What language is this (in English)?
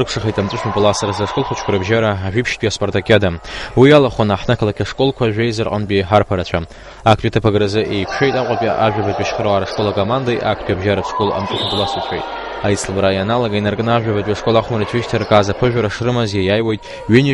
Abkhazian